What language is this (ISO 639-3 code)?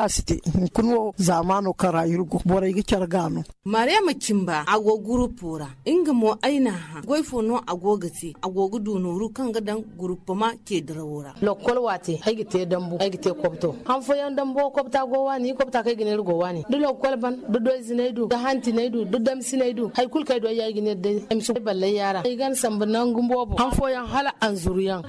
hau